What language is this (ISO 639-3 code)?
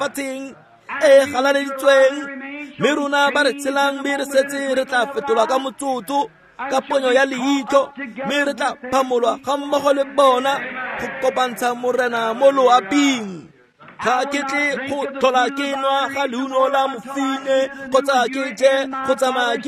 tsn